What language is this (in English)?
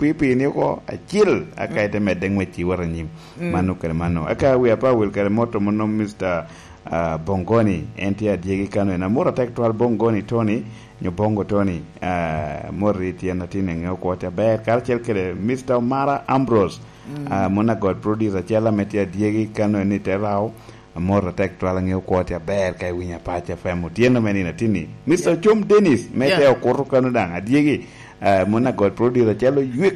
Lango (Uganda)